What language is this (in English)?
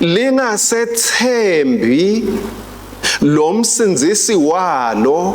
Swati